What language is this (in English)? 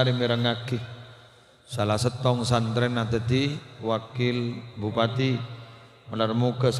Madurese